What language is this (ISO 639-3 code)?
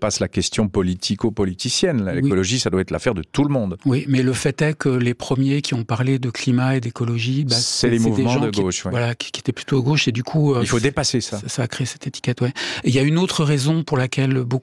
fra